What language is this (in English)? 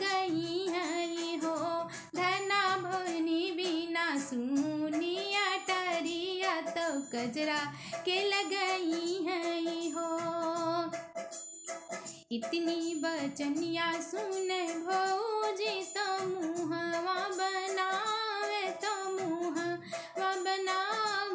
Bhojpuri